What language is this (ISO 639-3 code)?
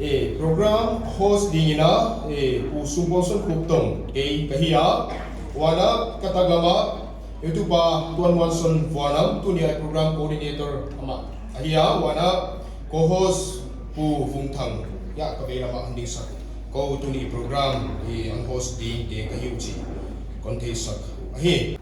pck